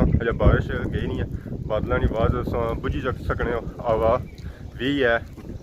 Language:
Pahari-Potwari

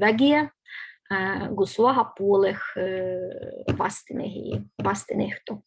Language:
Livvi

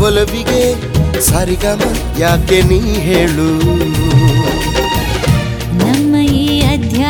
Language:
Kannada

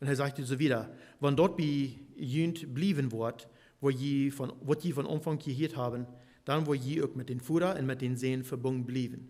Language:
Plautdietsch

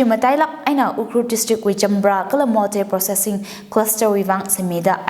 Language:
Tangkhul Naga (India)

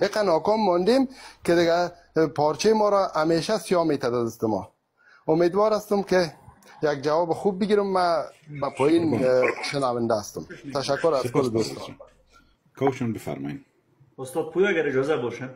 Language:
Persian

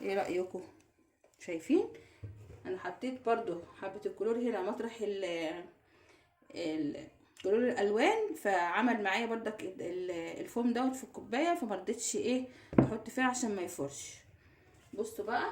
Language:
Egyptian Arabic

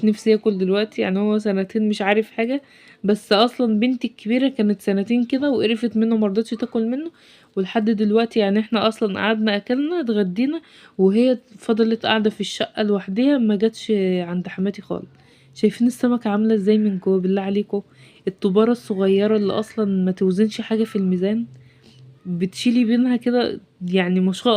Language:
Egyptian Arabic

